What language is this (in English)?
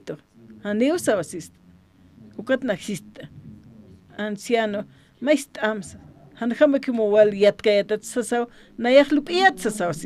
Aymara